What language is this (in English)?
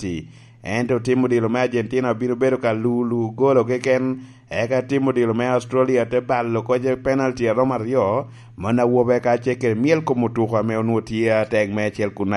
Lango (Uganda)